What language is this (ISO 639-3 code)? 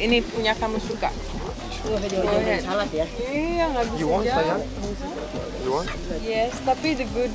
ind